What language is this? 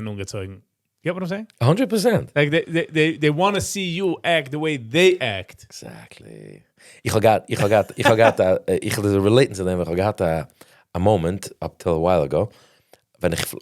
Yiddish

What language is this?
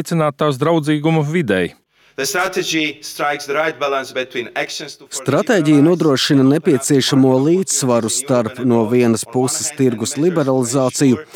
Latvian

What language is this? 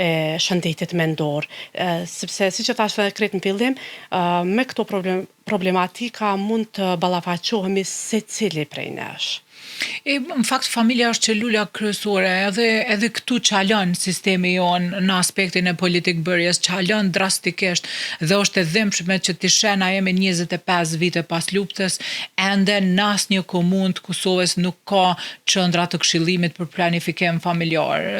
Albanian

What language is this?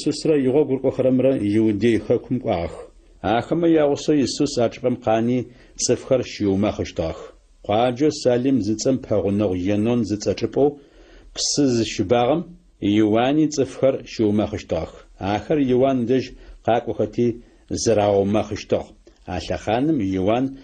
Adyghe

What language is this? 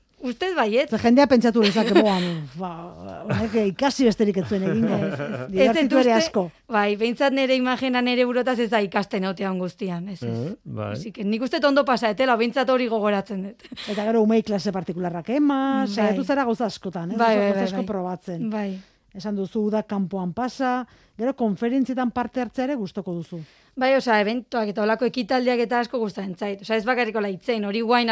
Basque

